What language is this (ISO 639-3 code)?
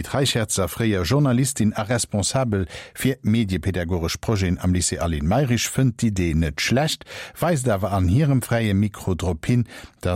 ltz